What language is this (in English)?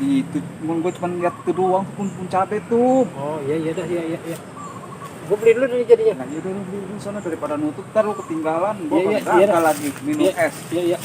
Betawi